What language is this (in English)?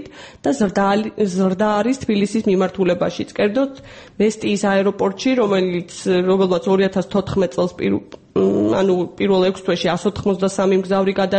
Georgian